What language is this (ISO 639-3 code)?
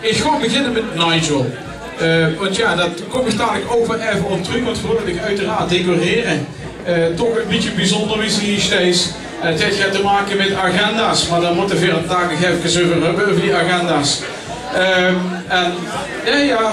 lim